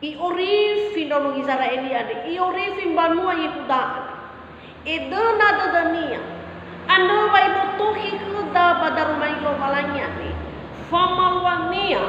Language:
Nias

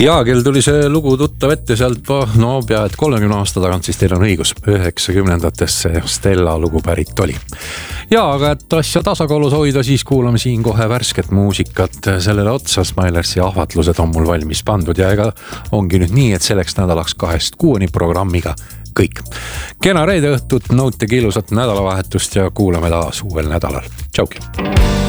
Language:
Estonian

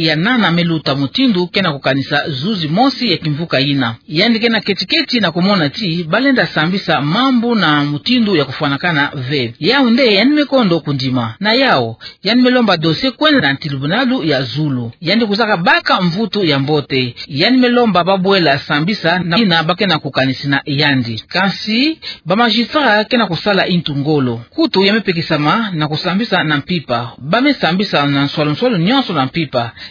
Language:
Kituba (Democratic Republic of Congo)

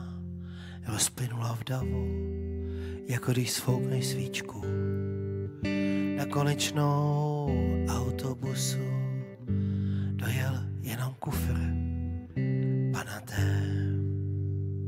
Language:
Czech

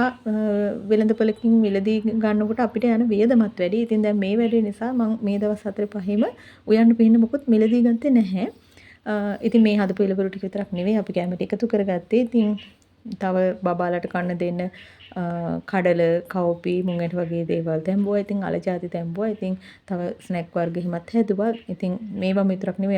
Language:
Sinhala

